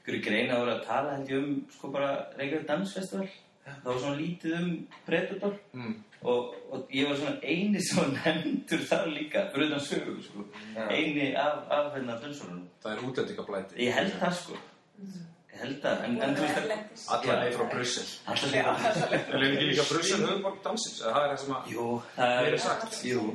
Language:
Icelandic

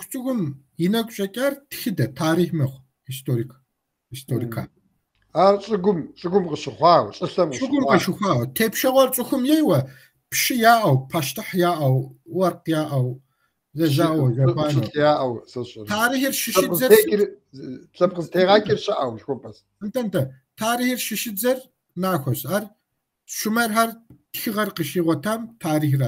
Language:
Kabardian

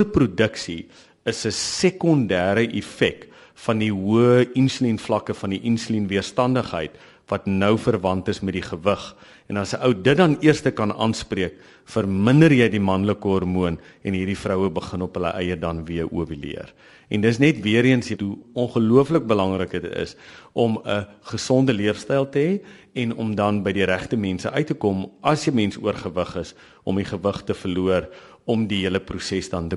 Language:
Afrikaans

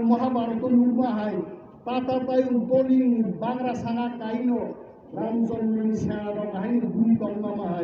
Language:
Kok Borok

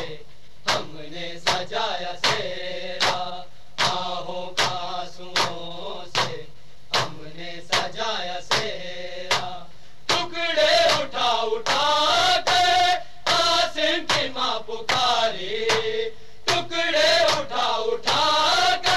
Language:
Urdu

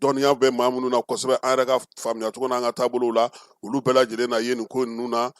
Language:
Bambara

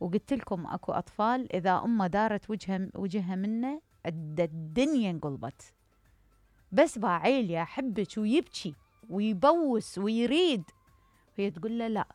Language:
Mesopotamian Arabic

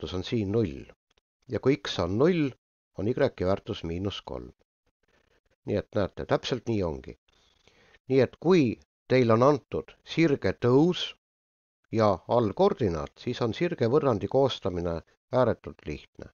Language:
Estonian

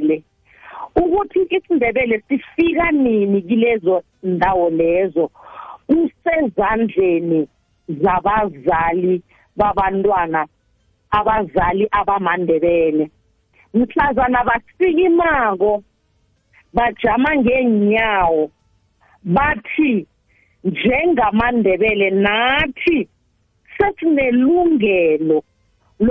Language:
South Ndebele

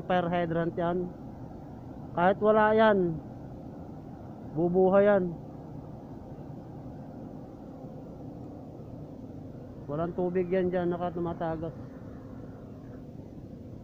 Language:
Filipino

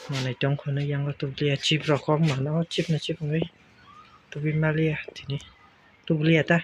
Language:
Kok Borok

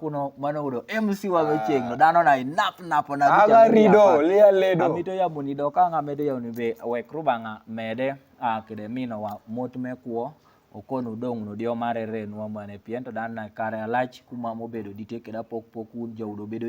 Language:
Kumam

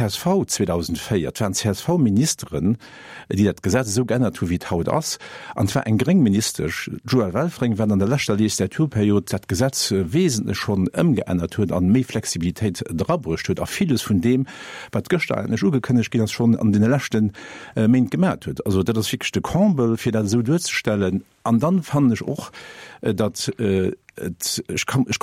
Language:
Luxembourgish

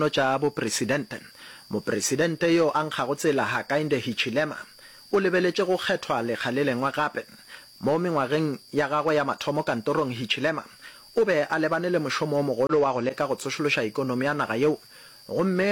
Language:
Northern Sotho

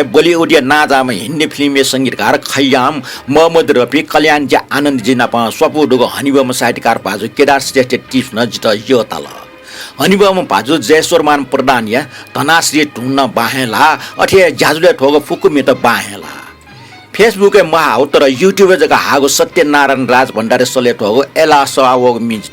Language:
Newari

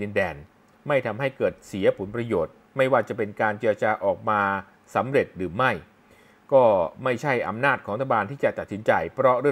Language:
Thai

